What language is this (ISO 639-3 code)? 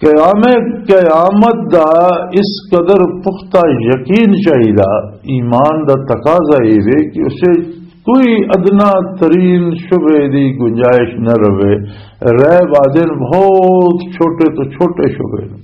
lah